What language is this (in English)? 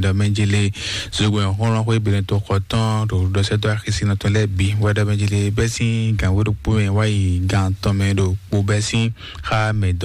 Fon